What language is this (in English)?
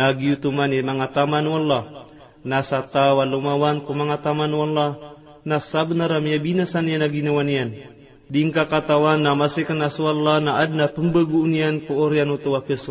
Maranao